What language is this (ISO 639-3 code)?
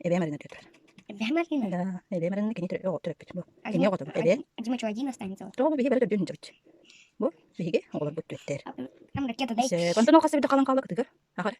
sah